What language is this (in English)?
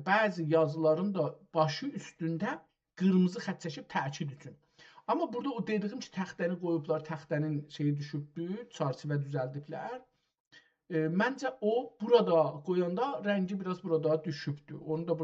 South Azerbaijani